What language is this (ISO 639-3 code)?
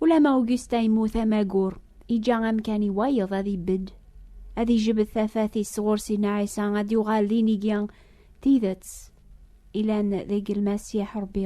kab